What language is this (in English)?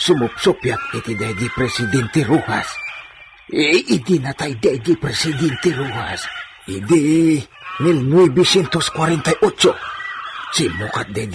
Iloko